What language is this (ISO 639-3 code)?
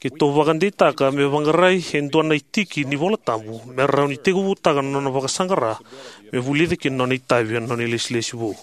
fij